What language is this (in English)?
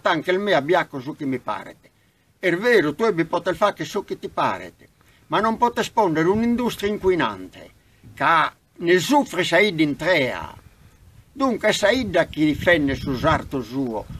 Sardinian